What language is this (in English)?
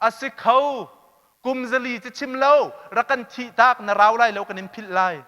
Hakha Chin